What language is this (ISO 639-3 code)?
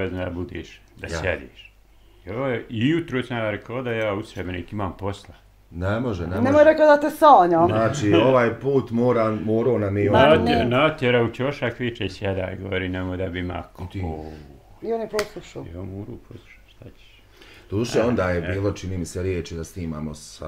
bos